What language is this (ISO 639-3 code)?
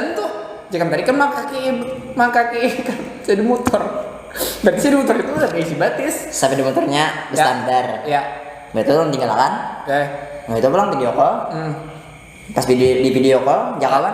bjn